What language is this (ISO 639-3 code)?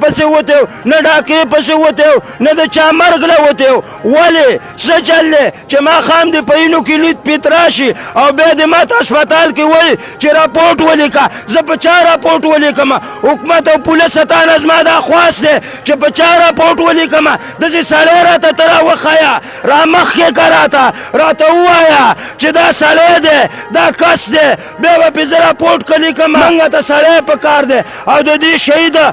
pus